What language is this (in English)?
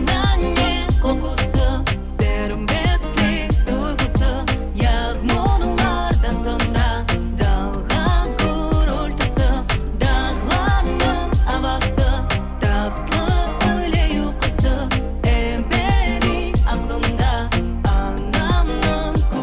Crimean Tatar